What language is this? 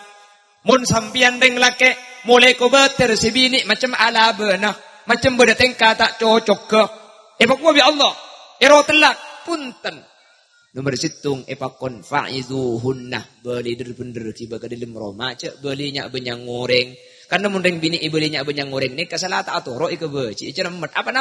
Madurese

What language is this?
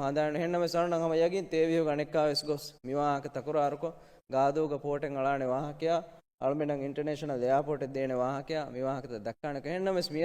Divehi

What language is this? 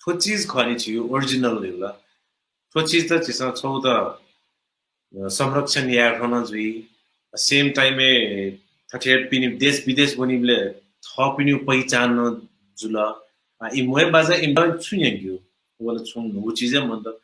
Newari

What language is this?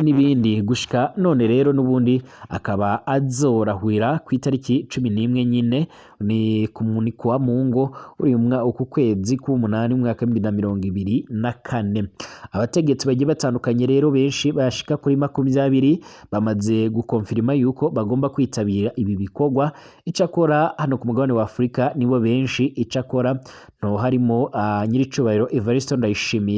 Rundi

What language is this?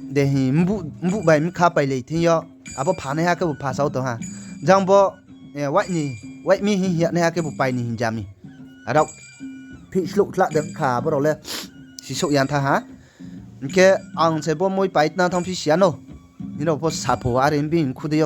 Riang (India)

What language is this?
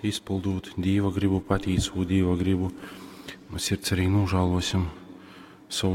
Latgalian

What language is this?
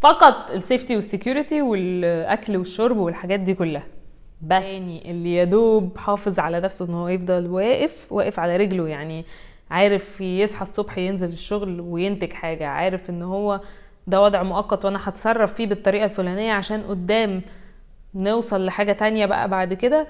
Egyptian Arabic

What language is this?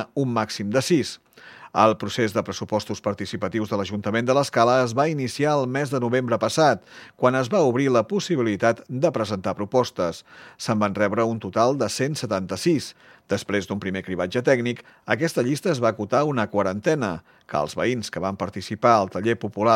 Catalan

